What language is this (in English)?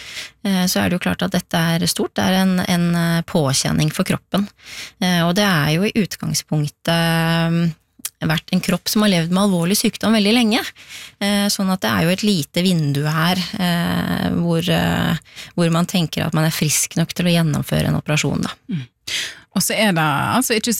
Norwegian